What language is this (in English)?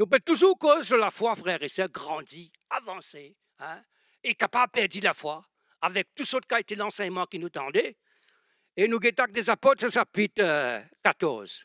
Morisyen